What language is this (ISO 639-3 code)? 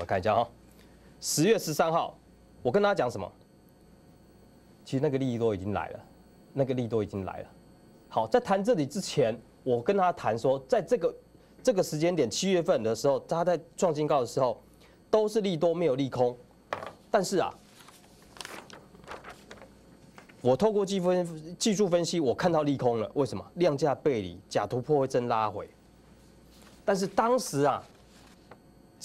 zho